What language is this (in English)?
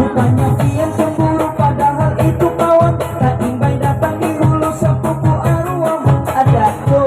Banjar